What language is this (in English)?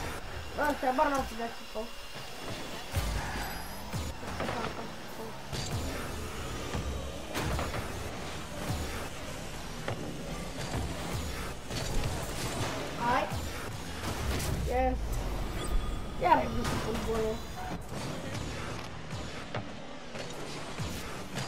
Romanian